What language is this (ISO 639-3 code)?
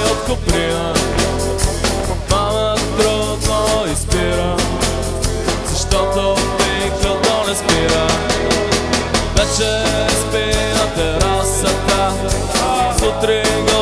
bul